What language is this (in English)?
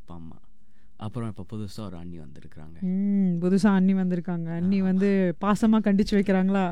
Tamil